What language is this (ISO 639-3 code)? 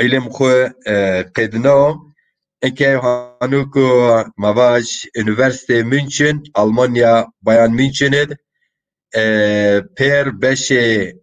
zza